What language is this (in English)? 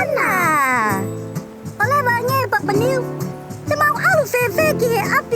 Tongan